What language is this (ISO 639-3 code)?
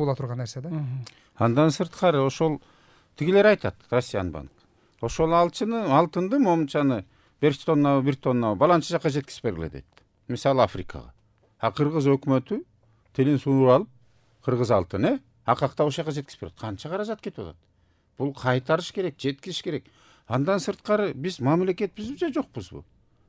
kir